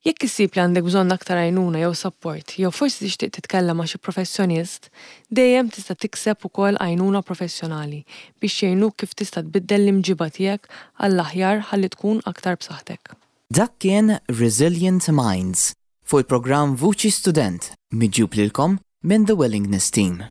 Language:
Maltese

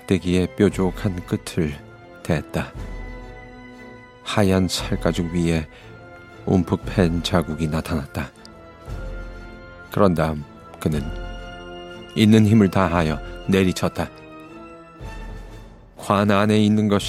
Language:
Korean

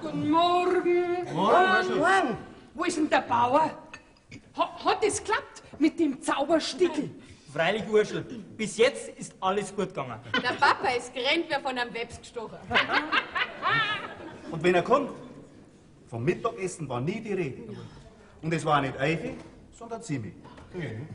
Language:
Bavarian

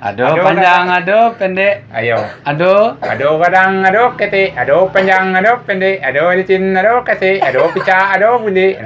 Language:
Minangkabau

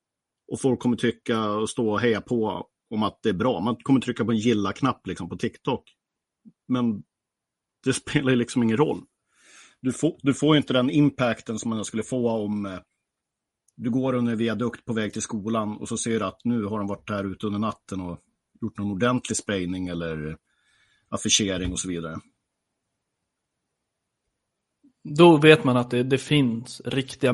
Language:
Swedish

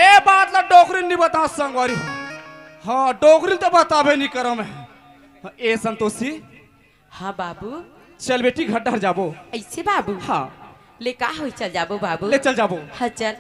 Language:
Chhattisgarhi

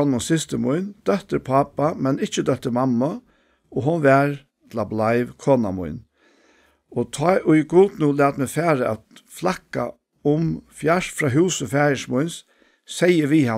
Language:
Faroese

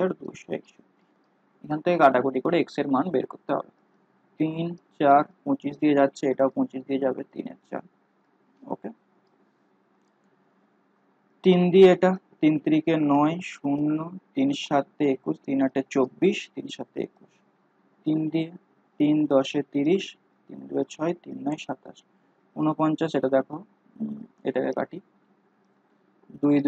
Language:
Bangla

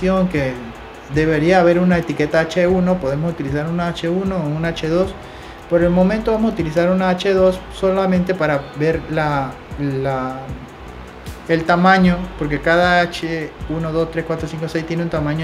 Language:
Spanish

